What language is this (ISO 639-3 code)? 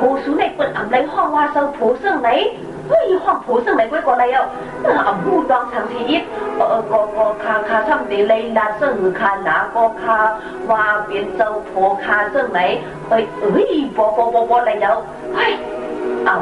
shn